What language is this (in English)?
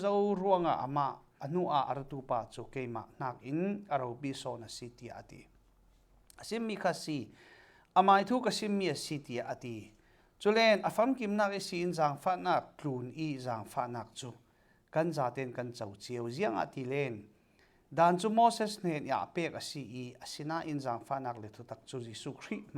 Falam Chin